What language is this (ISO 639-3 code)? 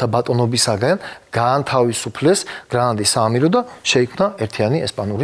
kat